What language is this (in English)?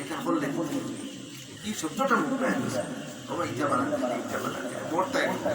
Sylheti